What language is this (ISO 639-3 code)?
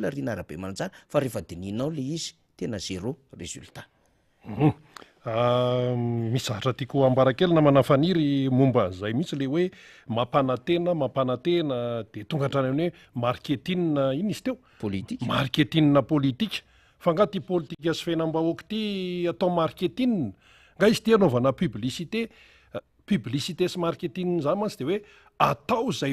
mlg